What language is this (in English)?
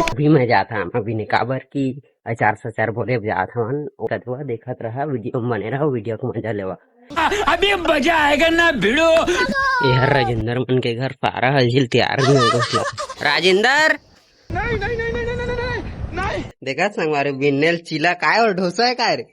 Chhattisgarhi